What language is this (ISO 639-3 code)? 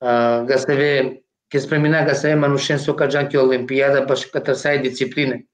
rmn